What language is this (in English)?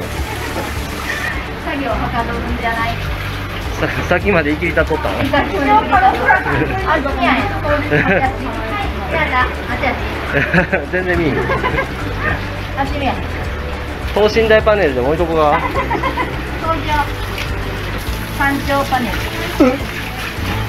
Japanese